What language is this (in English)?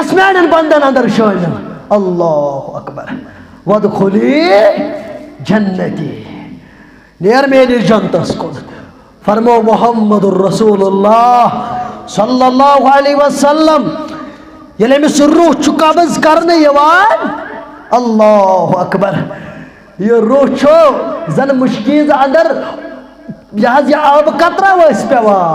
Kashmiri